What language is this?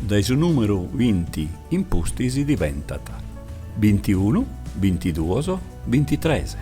Sardinian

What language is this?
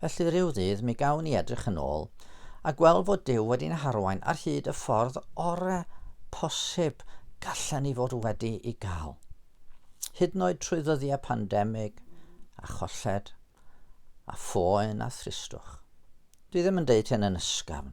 Welsh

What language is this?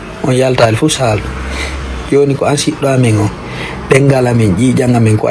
Fula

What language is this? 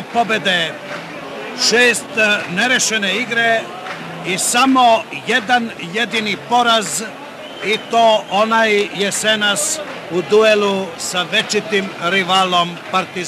Serbian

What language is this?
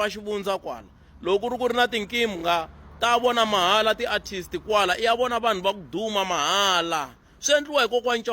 Tsonga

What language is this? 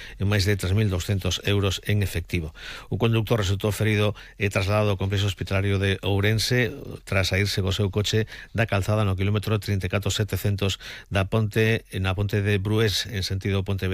Galician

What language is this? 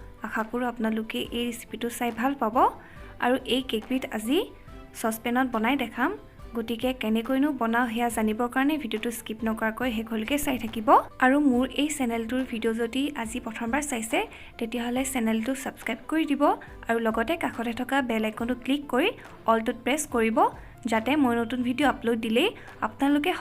Assamese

